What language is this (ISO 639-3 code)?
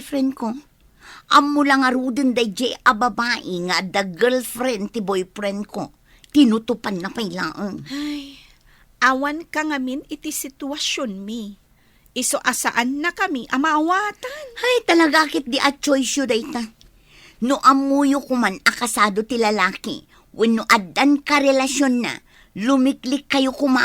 ilo